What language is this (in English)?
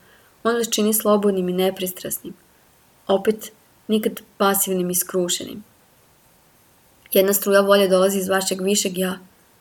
Serbian